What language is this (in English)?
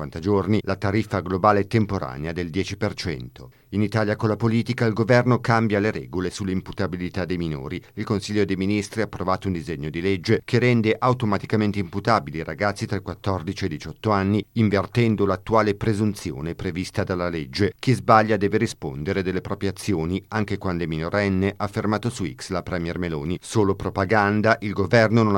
Italian